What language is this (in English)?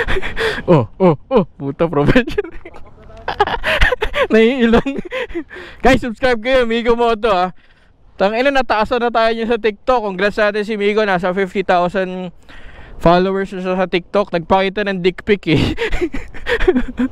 Filipino